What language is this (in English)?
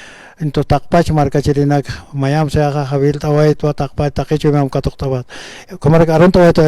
Aymara